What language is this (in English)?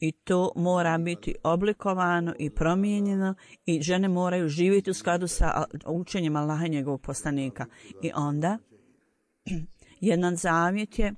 Bosnian